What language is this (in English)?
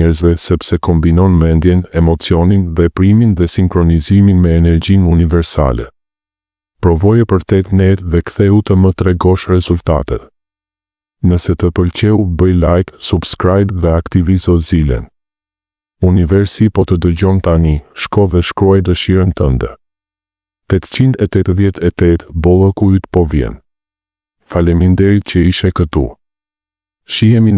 Albanian